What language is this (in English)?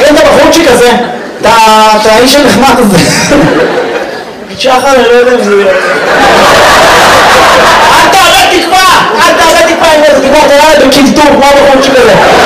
Hebrew